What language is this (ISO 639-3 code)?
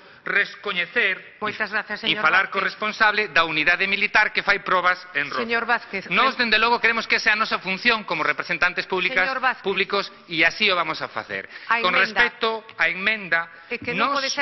glg